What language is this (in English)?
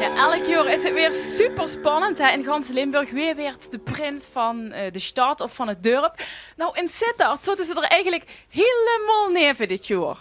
Limburgish